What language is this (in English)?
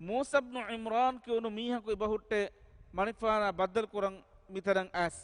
Divehi